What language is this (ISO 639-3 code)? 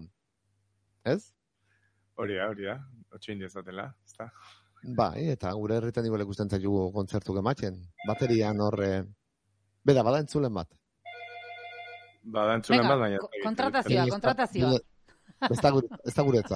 eus